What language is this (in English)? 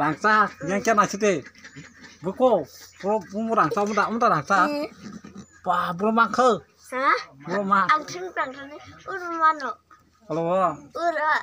Kok Borok